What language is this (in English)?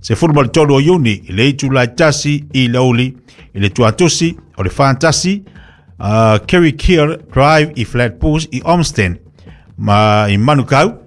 Samoan